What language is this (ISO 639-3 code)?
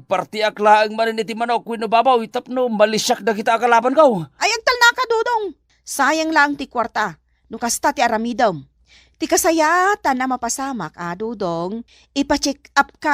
ilo